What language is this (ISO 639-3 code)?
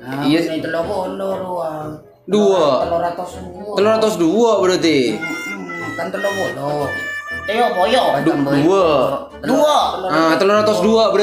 mad